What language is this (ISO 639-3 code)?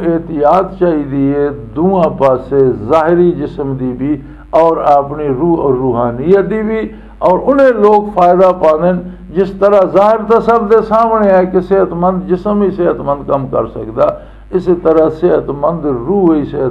lah